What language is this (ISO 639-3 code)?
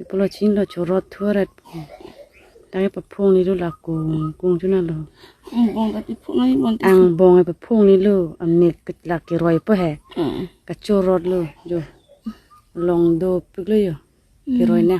mjw